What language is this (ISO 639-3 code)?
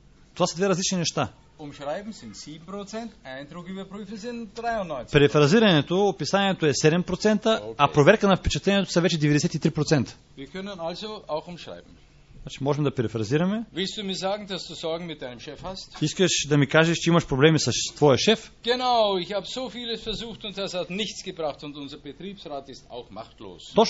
bul